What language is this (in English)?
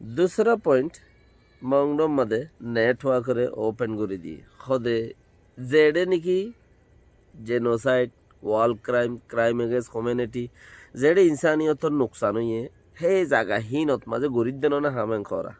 Rohingya